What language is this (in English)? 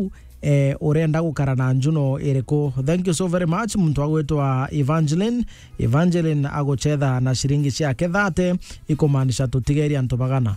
Meru